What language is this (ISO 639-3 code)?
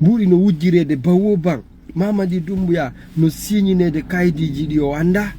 ful